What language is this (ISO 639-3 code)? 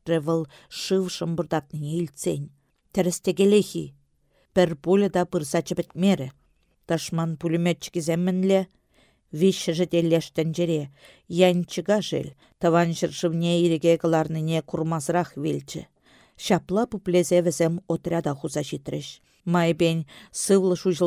chv